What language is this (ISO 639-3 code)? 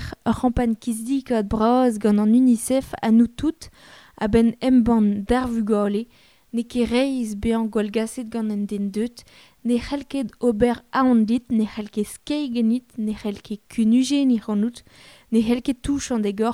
bre